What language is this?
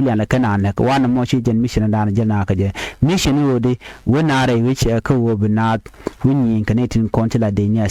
Nuer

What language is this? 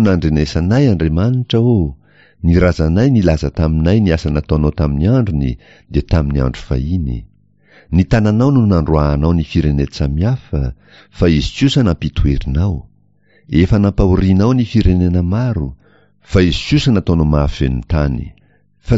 Malagasy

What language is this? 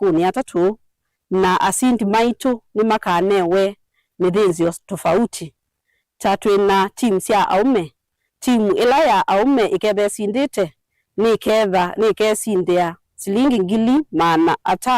Kamba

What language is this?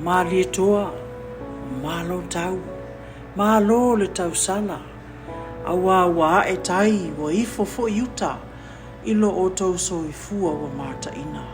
Samoan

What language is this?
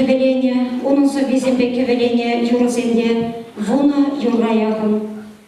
Chuvash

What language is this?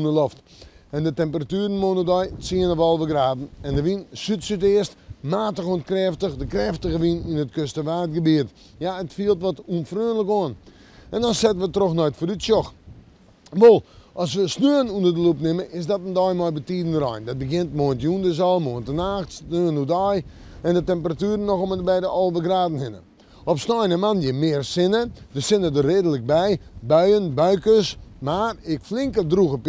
Western Frisian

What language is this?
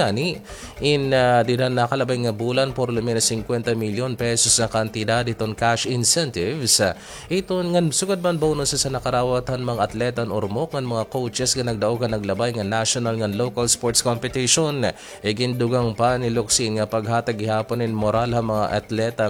Waray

